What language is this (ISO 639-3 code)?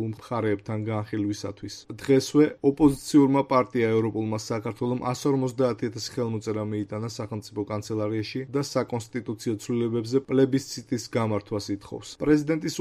kat